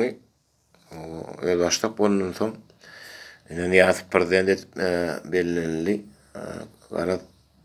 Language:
Turkmen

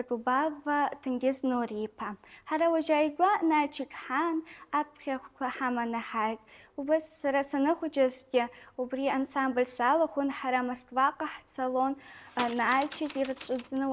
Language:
Abkhazian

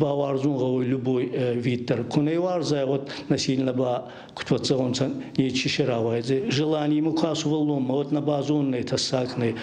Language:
Ossetic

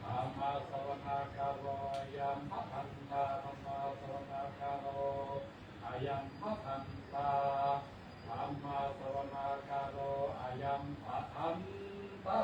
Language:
Pali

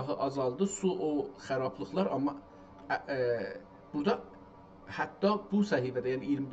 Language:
South Azerbaijani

